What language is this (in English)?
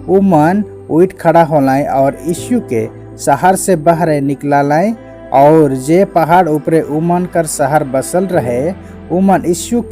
Sadri